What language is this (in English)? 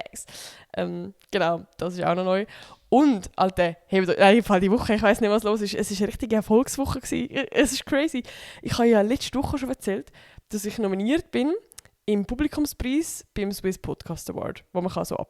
Swiss German